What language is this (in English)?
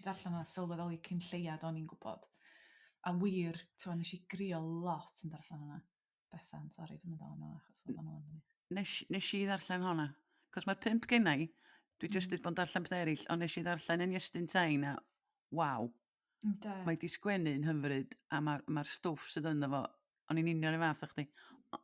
Welsh